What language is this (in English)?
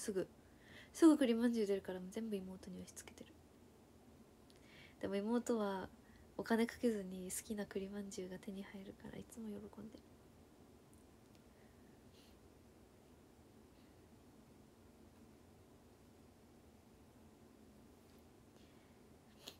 Japanese